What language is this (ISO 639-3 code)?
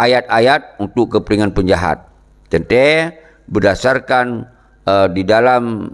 ace